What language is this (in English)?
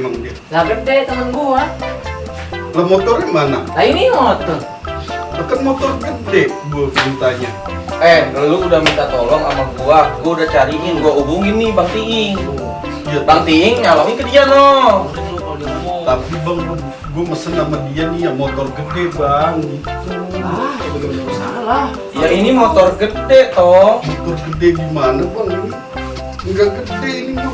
Betawi